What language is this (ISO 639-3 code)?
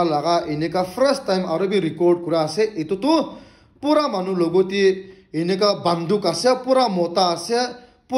nag